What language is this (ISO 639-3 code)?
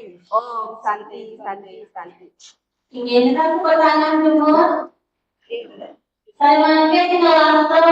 ban